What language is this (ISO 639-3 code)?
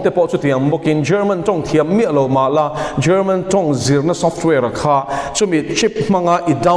lus